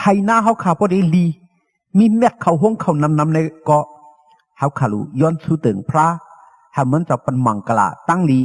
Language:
Shan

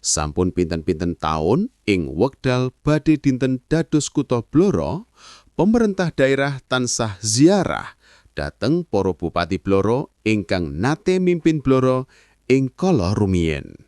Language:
Javanese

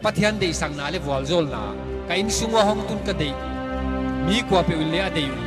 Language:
Paite Chin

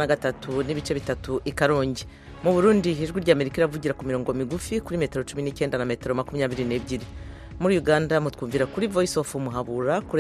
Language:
Kinyarwanda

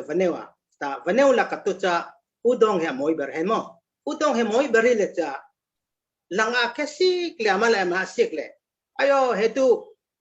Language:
Falam Chin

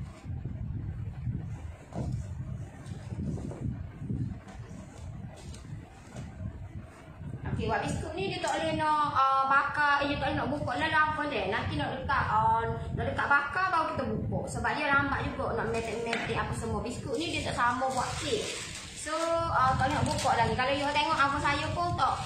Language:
Malay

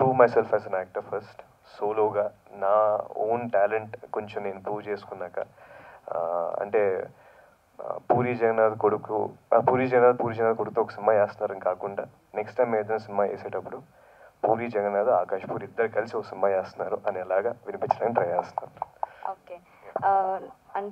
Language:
Telugu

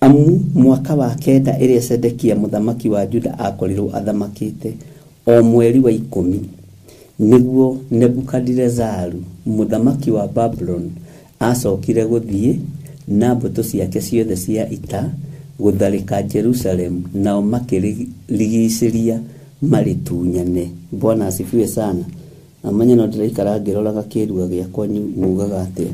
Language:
Kikuyu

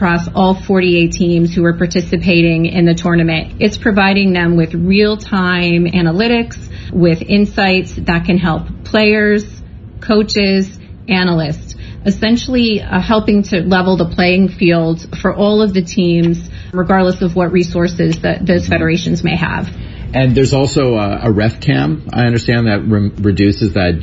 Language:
English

